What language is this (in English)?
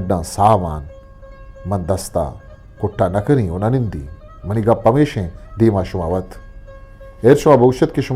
Eastern Balochi